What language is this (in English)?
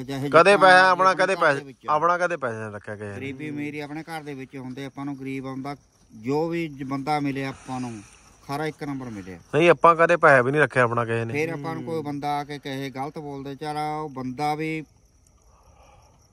Punjabi